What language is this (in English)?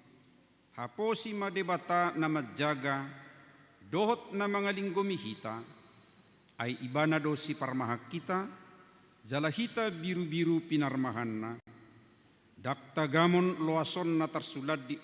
Batak Toba